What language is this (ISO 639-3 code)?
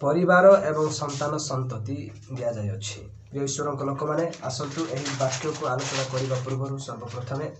ori